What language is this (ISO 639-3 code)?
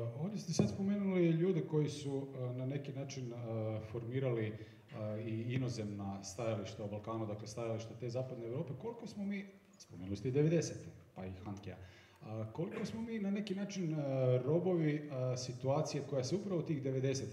hrv